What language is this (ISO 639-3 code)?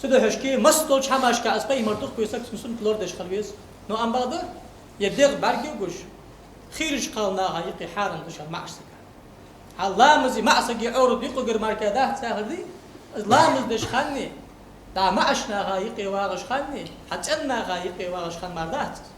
inh